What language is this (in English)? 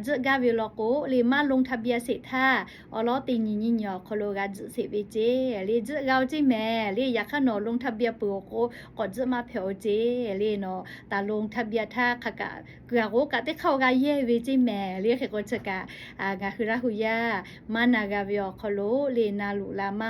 Lahu